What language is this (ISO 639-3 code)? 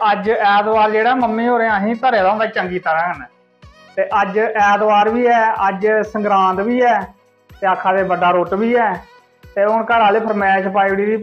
doi